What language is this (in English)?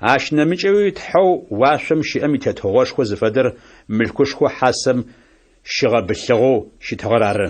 Adyghe